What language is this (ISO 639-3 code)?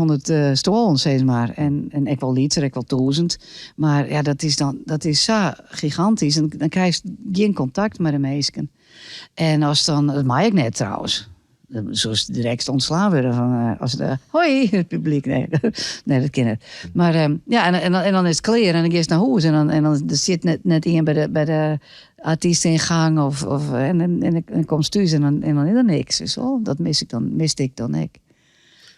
fry